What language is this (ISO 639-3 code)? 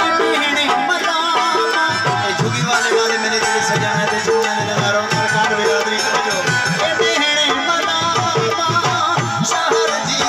skr